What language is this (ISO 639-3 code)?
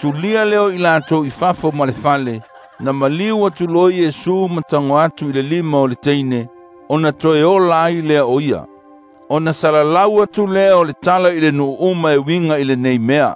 smo